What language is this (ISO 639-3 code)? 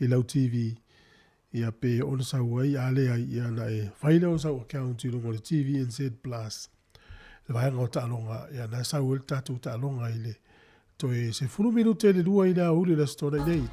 smo